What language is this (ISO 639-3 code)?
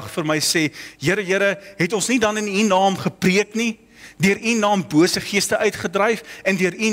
afr